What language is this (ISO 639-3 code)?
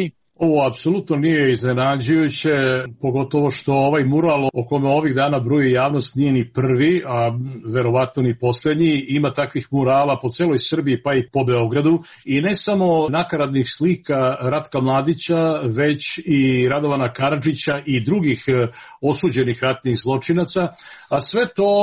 srp